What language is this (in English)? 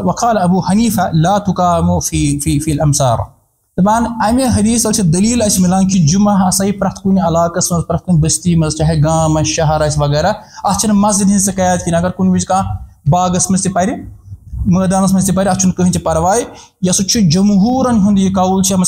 Kashmiri